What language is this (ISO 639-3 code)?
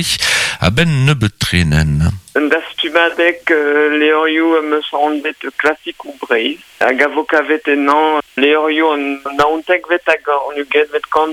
bre